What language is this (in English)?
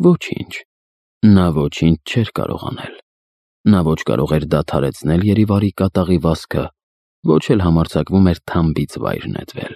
Armenian